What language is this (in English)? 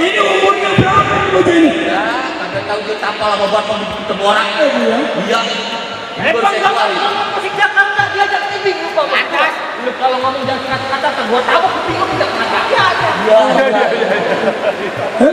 Betawi